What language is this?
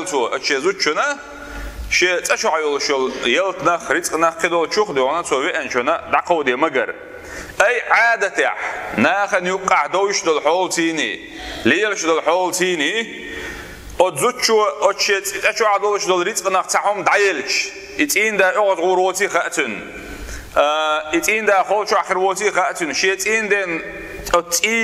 Chechen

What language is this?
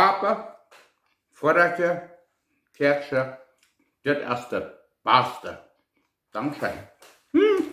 Plautdietsch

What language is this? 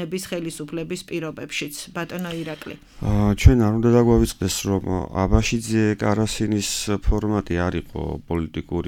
Georgian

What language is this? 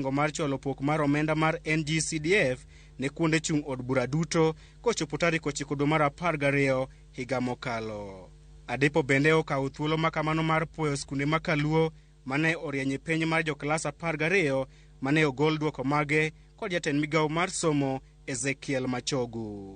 Luo (Kenya and Tanzania)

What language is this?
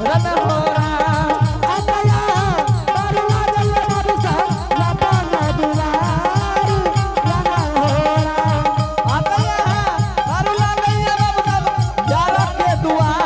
Angika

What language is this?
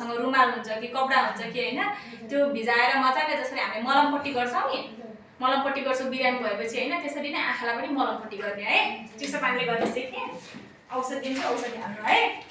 Nepali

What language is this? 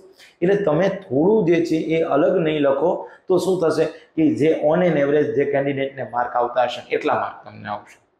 Gujarati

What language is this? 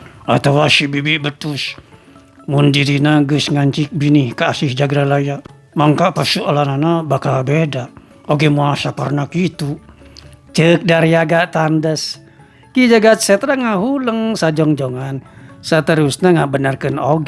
Sundanese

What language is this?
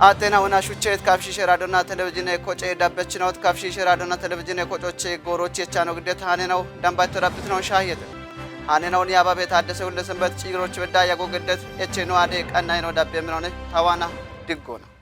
Kafa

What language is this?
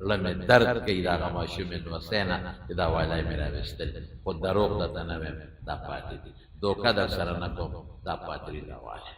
Pashto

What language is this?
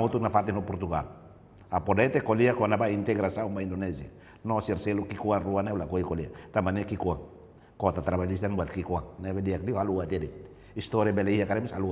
Tetum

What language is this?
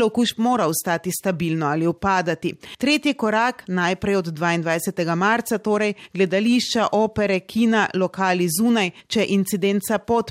Slovenian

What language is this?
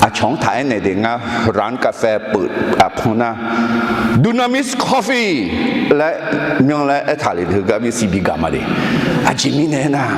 Akha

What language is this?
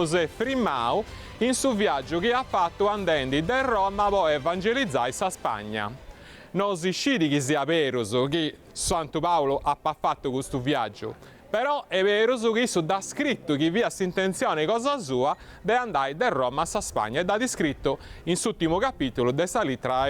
Sardinian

